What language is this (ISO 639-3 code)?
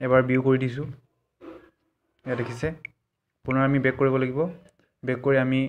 asm